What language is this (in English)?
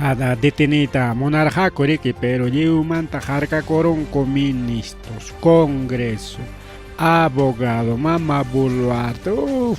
Ayacucho Quechua